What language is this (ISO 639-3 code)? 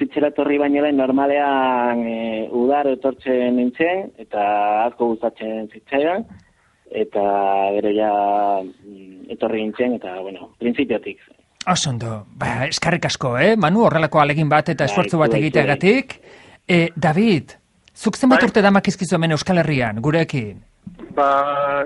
eus